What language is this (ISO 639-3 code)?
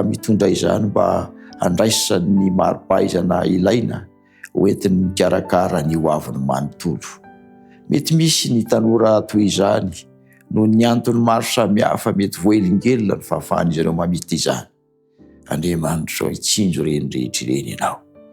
mlg